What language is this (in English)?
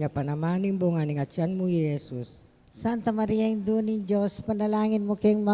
Pampanga